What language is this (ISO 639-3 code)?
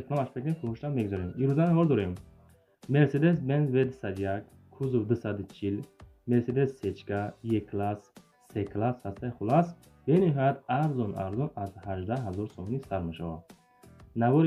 tgk